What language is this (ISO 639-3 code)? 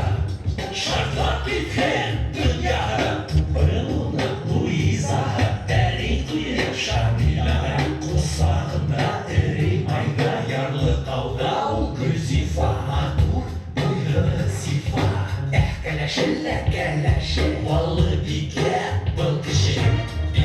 bak